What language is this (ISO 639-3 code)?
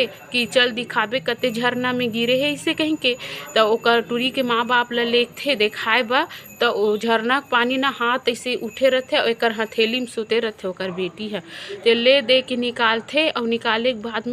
hne